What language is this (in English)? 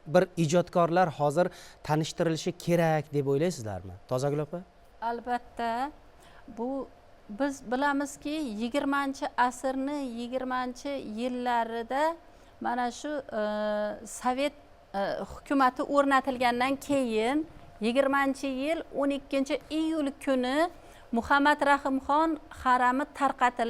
Uzbek